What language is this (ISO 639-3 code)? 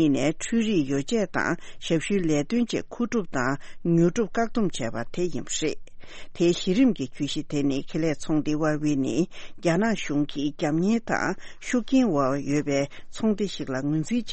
bod